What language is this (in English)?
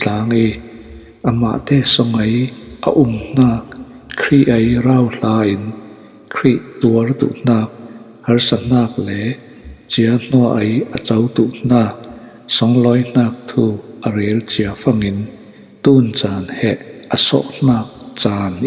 Falam Chin